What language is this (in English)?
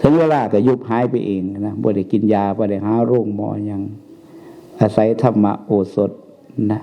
Northeastern Thai